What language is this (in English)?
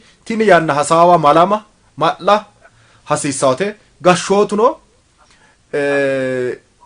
Sidamo